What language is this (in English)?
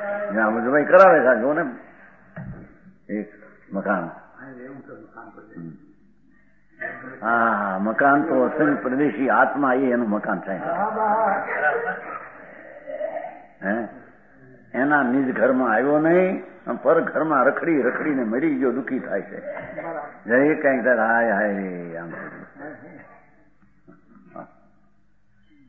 Gujarati